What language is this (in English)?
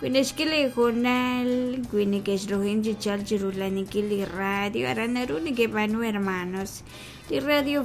Kekchí